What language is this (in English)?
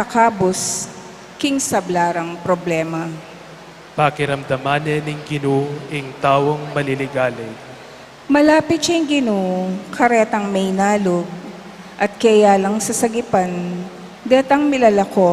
Pampanga